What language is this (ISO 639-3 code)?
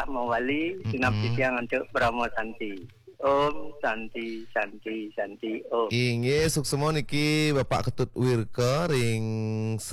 ban